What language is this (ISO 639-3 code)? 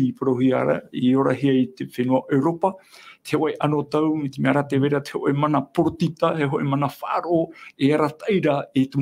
tah